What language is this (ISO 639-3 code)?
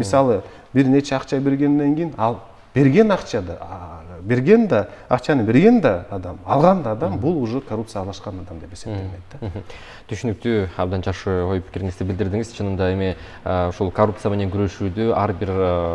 kir